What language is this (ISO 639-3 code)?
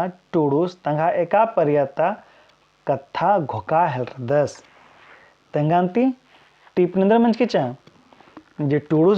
kru